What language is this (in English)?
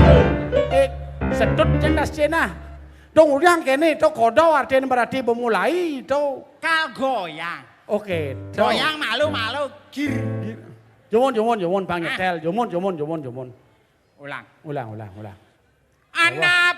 Balinese